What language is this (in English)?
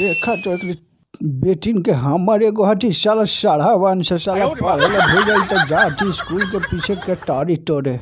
Magahi